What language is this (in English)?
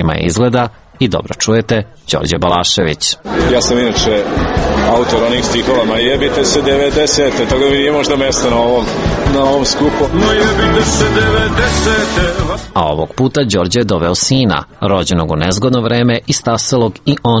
Serbian